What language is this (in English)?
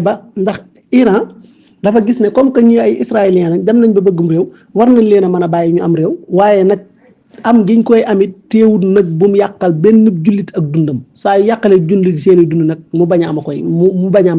Wolof